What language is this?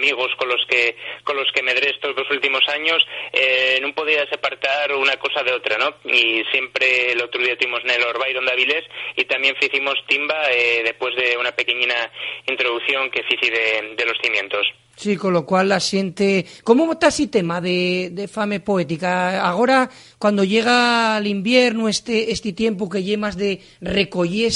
Asturian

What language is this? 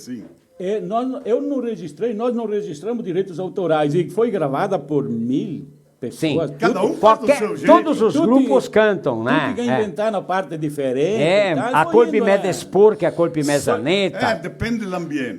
Venetian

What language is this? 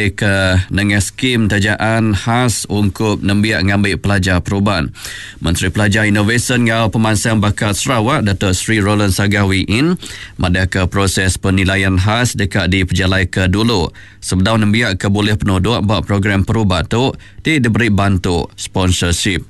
Iban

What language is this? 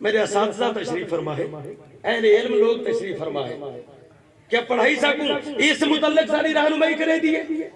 Saraiki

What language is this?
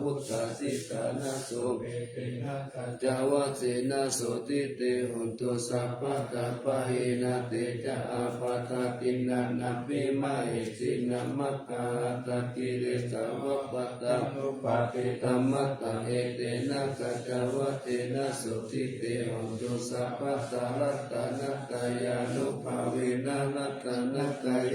Pali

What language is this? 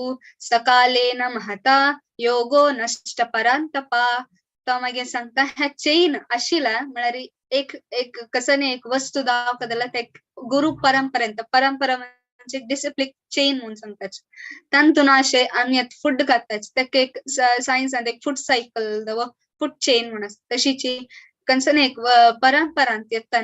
Konkani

